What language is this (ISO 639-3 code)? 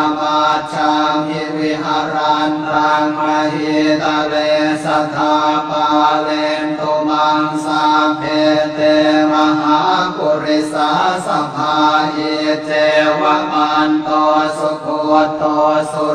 pli